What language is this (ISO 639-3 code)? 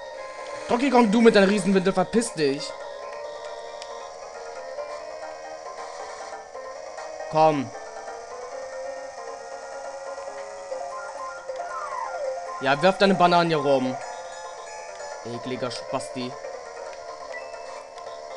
deu